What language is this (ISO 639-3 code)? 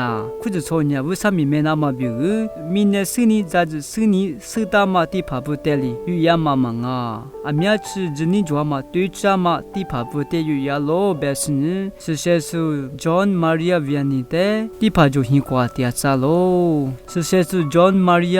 lis